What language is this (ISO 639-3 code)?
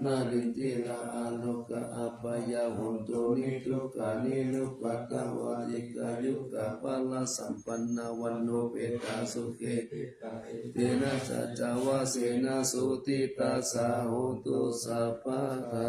pli